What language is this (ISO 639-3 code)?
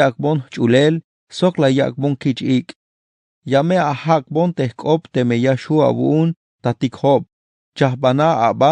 tzh